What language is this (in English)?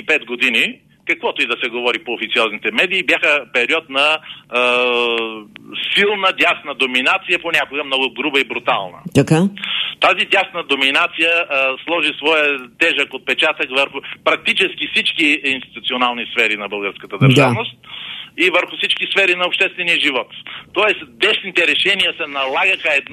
Bulgarian